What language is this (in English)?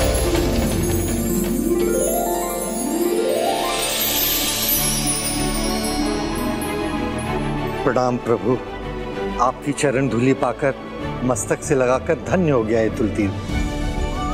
Hindi